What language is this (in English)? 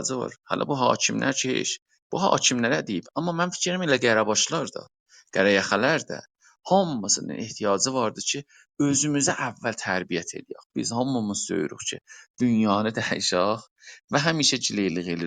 South Azerbaijani